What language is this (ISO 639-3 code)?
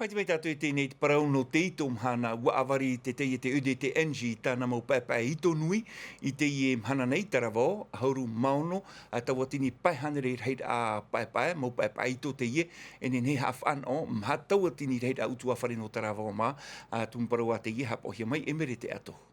tah